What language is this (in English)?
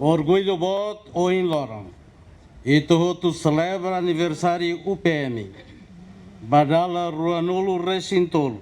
Tetum